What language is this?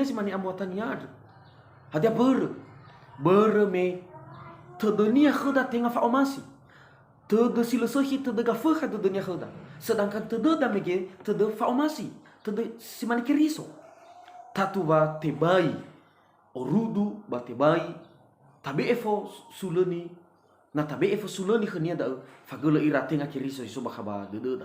Nias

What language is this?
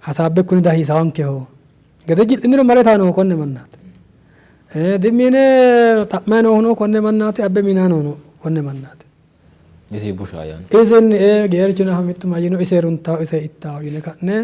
Sidamo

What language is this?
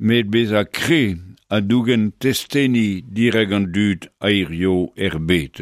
Breton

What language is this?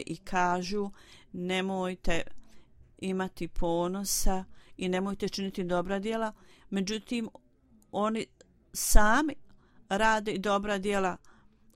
Bosnian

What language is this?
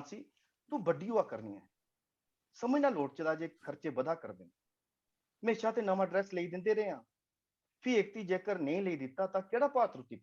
Dogri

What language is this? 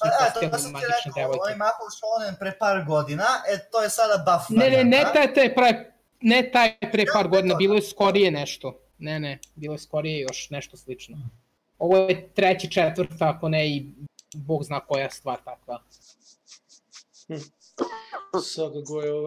Serbian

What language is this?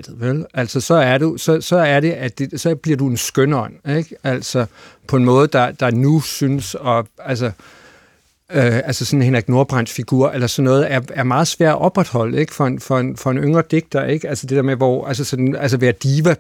Danish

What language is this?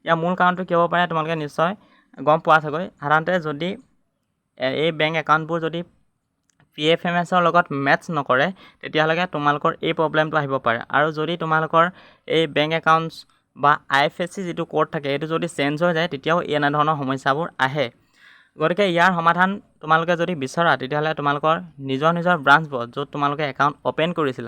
Assamese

